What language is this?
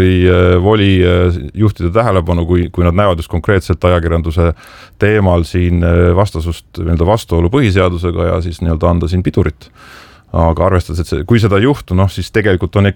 Estonian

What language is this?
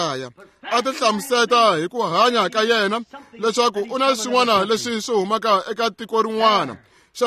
Tsonga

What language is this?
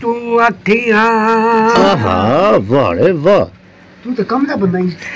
Saraiki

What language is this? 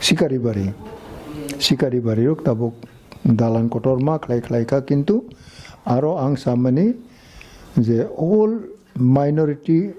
Kok Borok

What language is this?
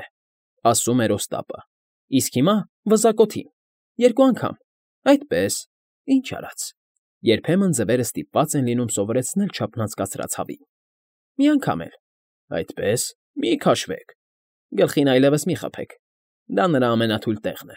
Armenian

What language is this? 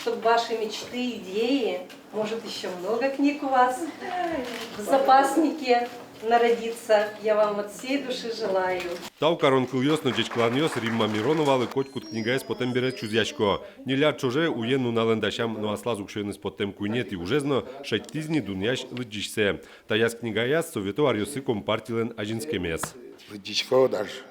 Udmurt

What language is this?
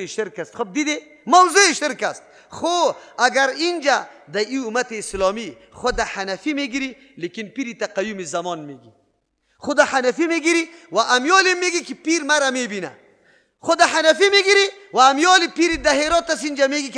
Persian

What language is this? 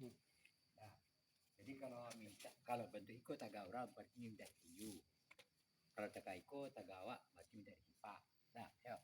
Minangkabau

